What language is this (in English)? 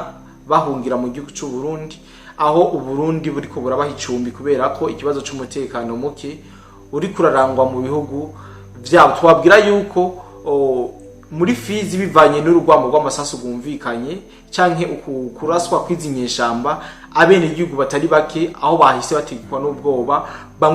Rundi